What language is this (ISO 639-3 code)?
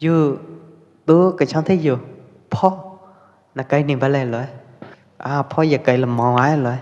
kjp